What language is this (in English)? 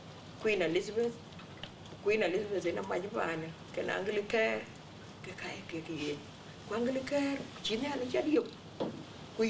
Dinka